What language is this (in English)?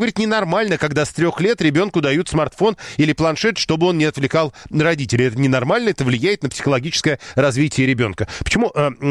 Russian